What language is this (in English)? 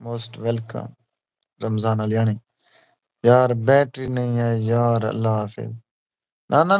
Saraiki